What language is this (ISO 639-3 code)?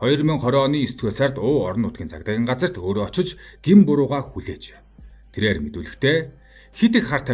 mon